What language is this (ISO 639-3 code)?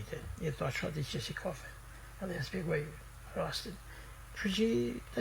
sqi